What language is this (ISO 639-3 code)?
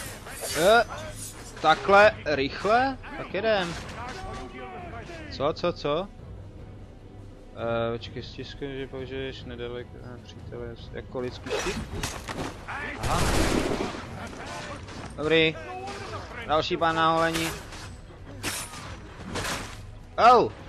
ces